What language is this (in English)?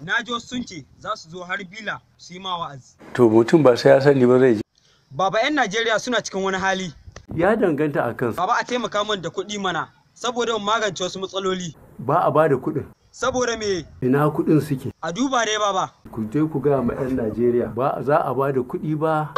Hausa